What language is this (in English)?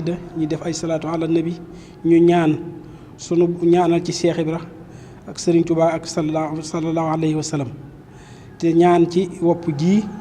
Wolof